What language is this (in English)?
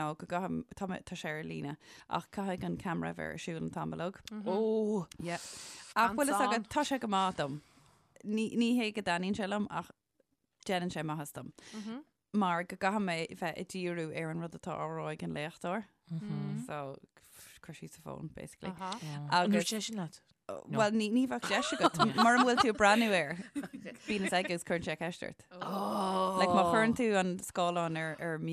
Irish